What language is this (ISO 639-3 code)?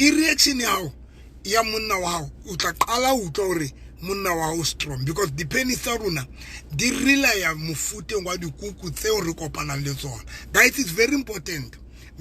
sot